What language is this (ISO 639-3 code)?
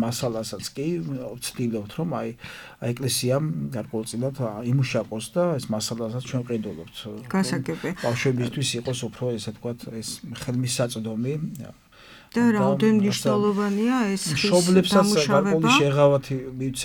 kat